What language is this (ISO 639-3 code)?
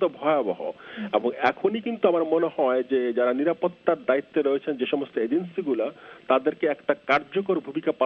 ben